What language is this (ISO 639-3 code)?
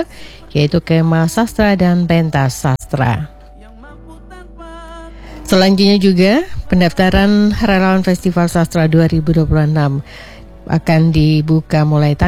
ind